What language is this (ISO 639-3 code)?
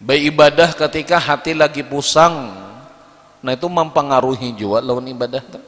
bjn